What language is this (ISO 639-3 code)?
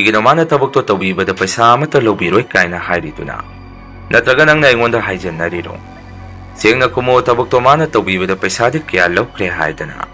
mni